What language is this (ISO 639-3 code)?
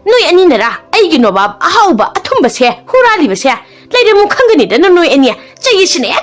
mni